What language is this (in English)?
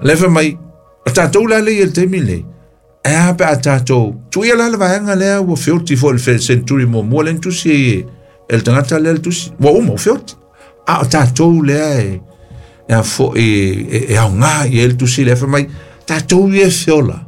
Samoan